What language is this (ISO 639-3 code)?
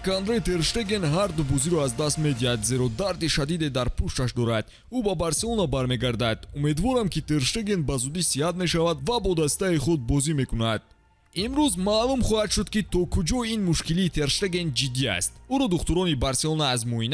tgk